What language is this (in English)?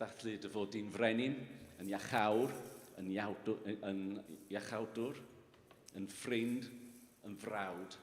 Welsh